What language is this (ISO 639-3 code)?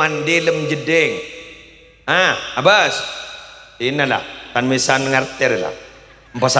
mad